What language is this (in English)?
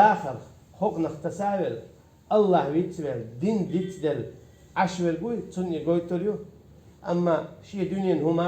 Chechen